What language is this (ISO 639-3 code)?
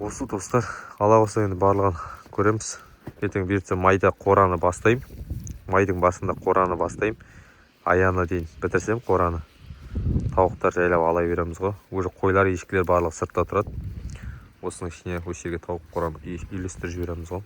kaz